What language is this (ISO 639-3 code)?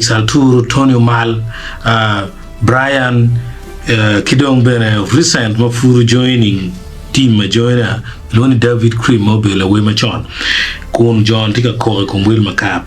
ach